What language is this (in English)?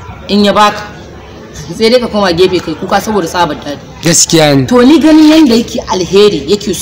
Hausa